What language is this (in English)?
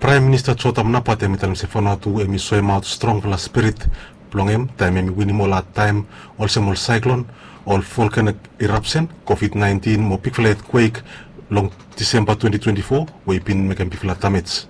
Bislama